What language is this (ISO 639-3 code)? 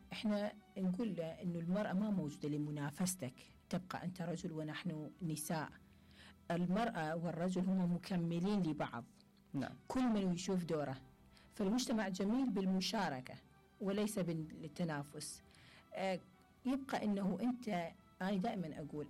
acm